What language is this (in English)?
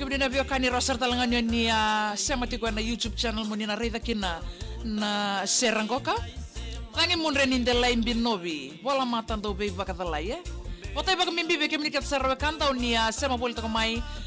Fijian